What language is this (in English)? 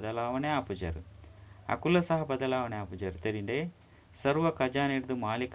Tulu